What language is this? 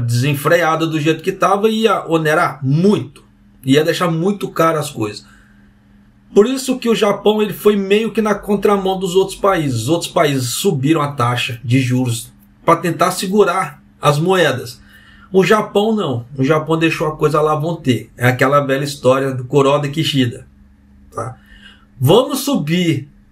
Portuguese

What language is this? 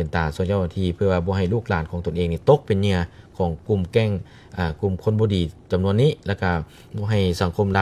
Lao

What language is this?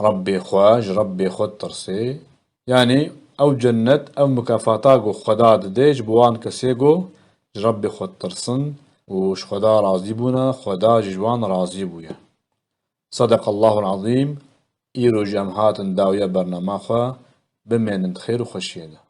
Kurdish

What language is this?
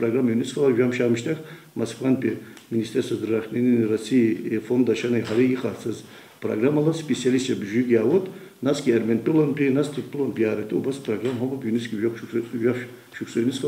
Abkhazian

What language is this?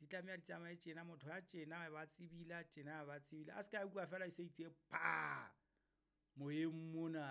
Southern Sotho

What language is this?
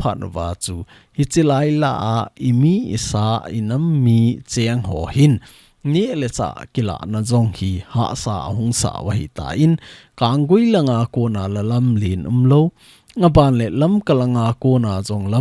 Thado Chin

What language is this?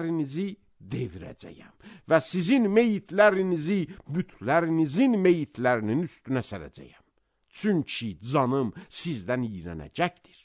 Azerbaijani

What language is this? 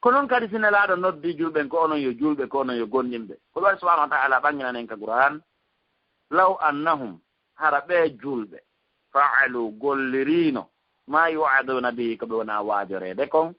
Fula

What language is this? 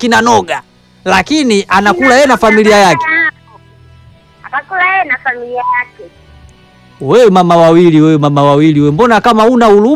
Swahili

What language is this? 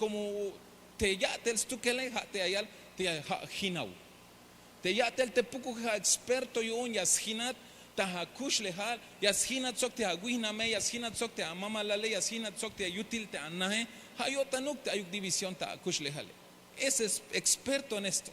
Tzeltal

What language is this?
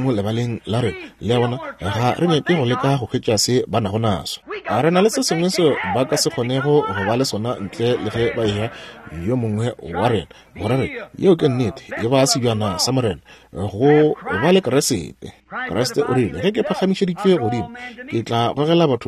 Northern Sotho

